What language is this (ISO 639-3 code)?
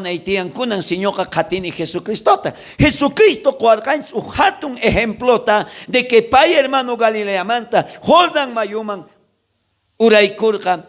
quh